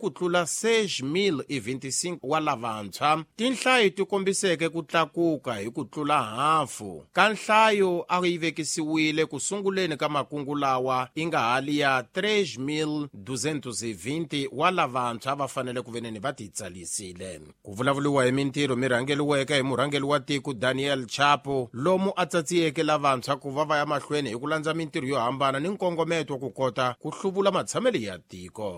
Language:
Tsonga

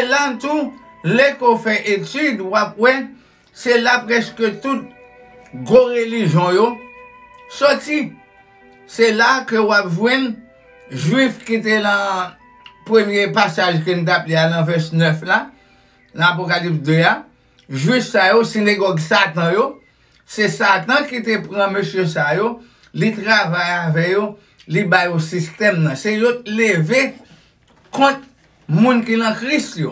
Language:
Haitian Creole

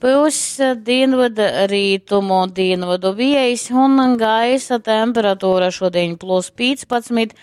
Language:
Latgalian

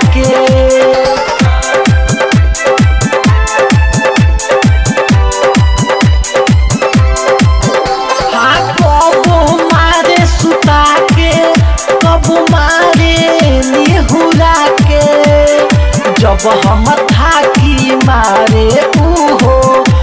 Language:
Bhojpuri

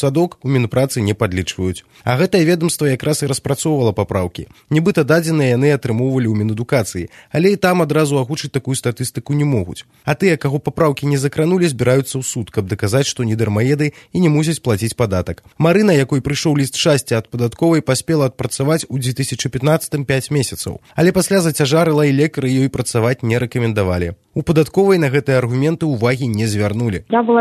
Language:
Belarusian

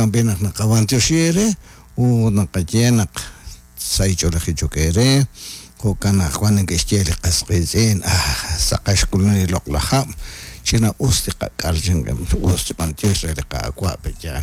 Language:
Kekchí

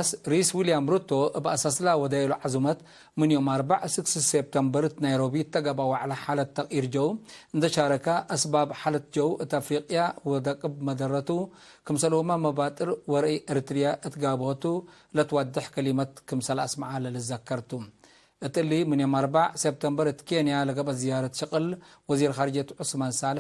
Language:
Tigre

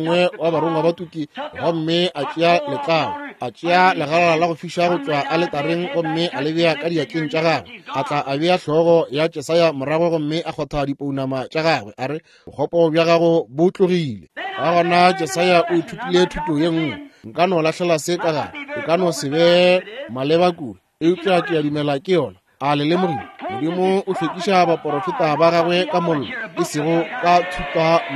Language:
Northern Sotho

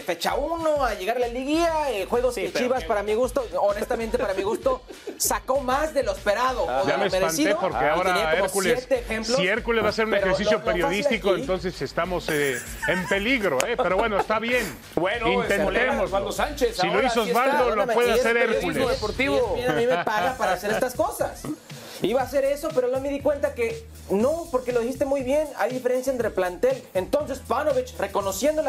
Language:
Spanish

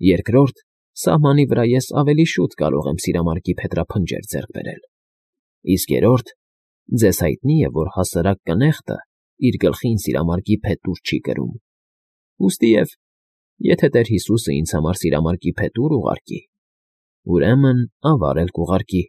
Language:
Armenian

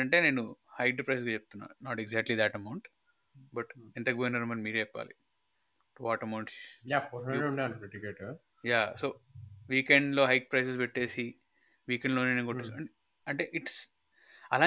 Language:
Telugu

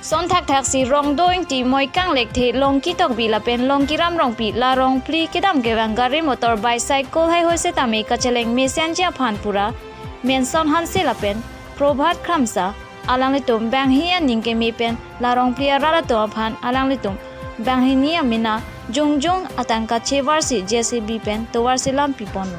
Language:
Karbi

